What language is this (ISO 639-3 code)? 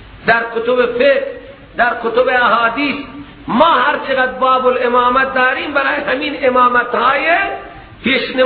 fas